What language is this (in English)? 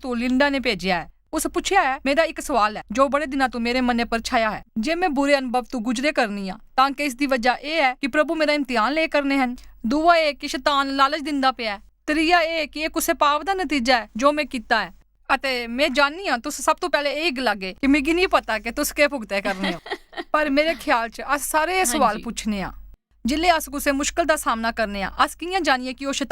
Dogri